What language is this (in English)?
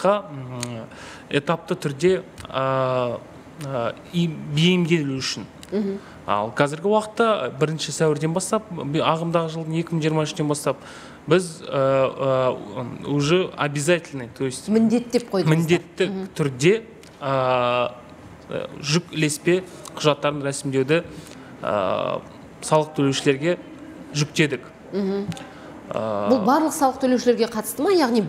Kazakh